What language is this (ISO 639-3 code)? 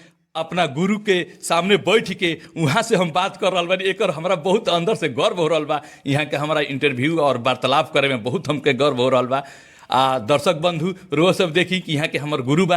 bho